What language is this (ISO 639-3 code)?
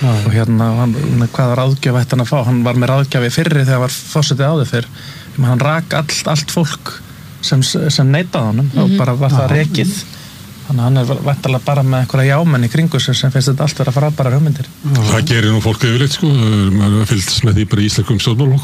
isl